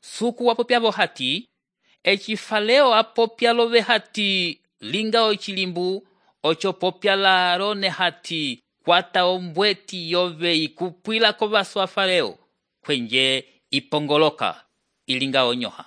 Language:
Umbundu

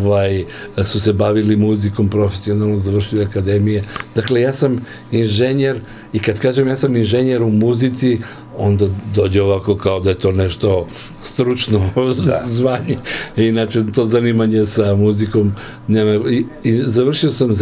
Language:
Serbian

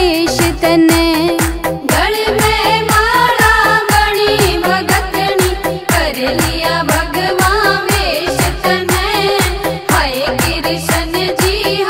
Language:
Haryanvi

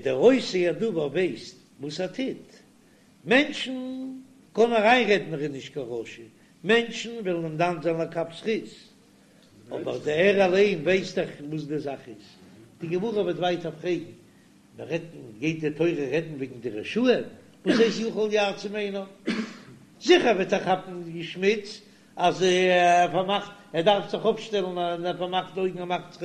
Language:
Yiddish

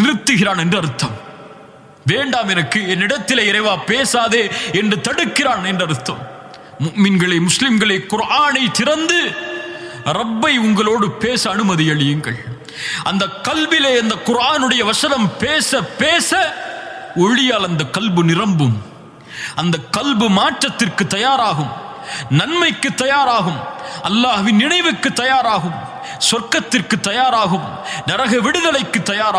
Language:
Tamil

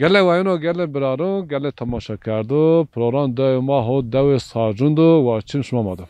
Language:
Zaza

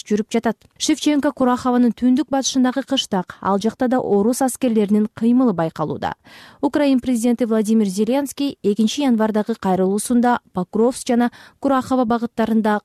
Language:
Kyrgyz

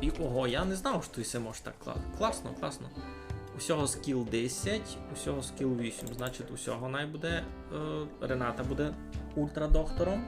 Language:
Rusyn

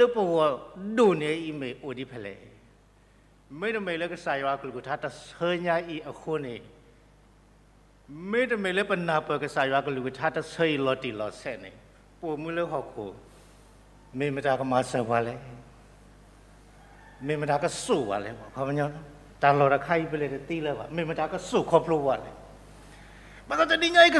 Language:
S'gaw Karen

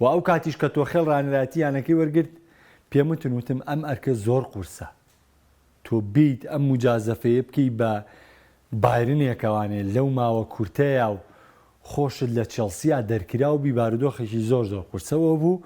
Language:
Central Kurdish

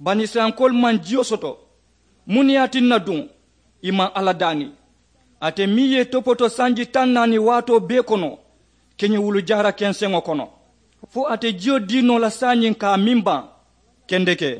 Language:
Mandingo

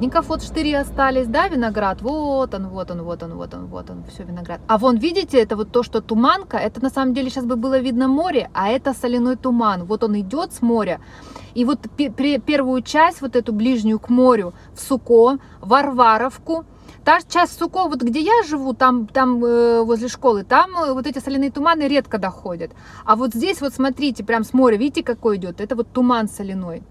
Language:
Russian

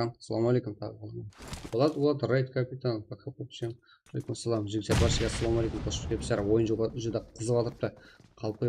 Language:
Kara-Kalpak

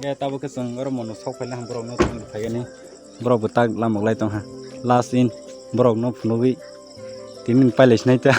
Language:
Kok Borok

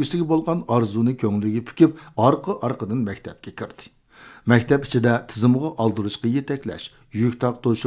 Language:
Uyghur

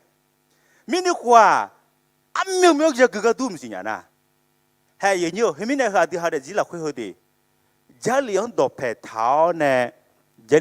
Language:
Akha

